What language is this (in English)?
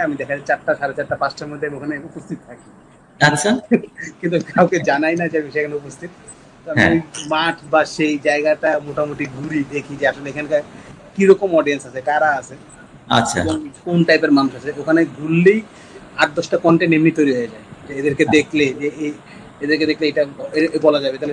Bangla